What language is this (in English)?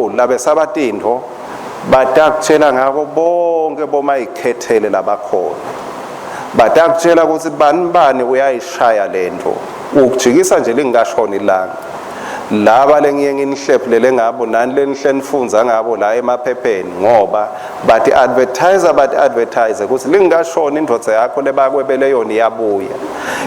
Swati